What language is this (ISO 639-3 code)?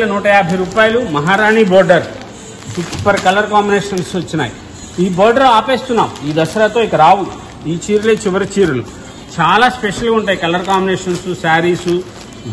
tel